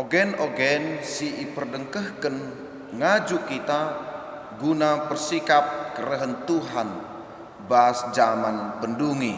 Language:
Batak Karo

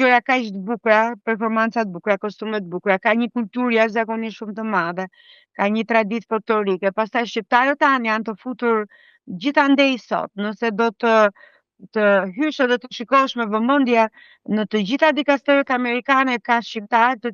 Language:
Albanian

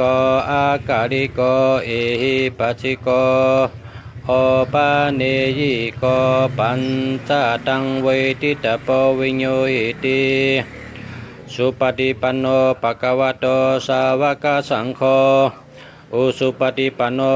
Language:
Shan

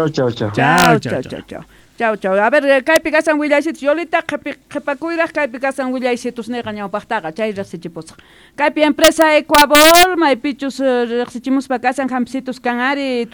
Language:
South Bolivian Quechua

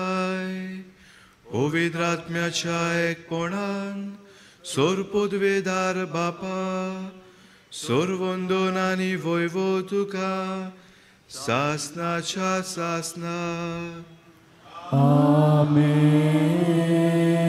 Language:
Konkani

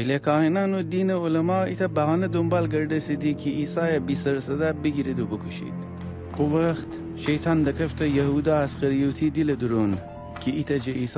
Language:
Gilaki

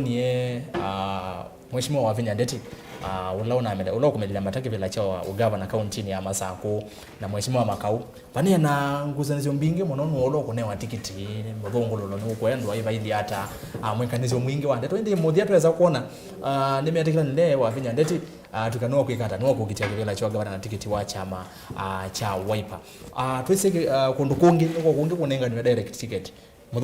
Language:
Kamba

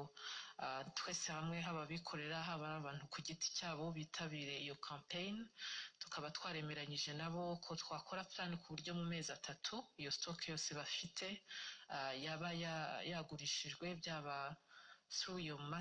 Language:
Kinyarwanda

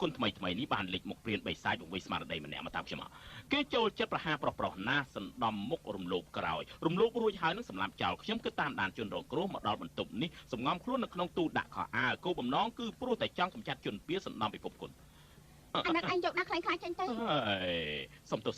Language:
Khmer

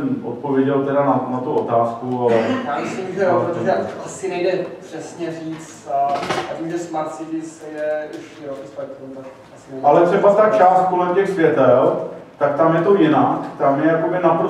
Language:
Czech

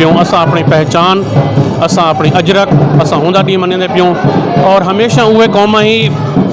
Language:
Saraiki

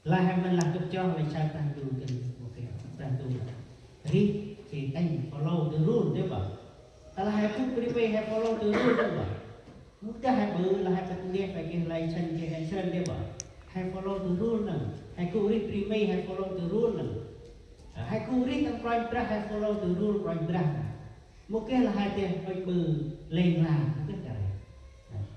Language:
Central Mnong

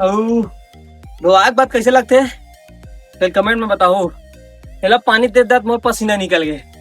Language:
Chhattisgarhi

